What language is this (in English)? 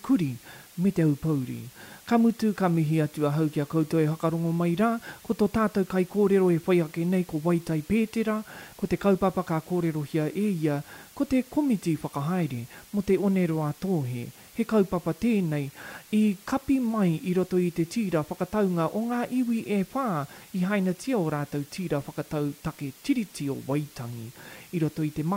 Māori